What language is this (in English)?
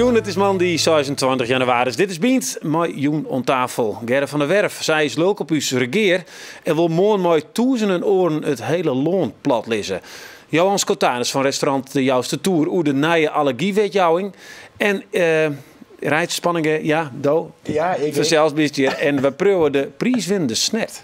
Western Frisian